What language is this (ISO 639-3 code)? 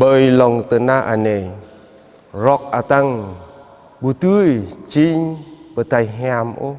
jra